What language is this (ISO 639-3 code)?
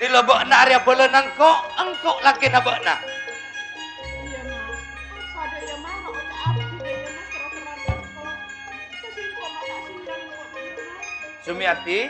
mad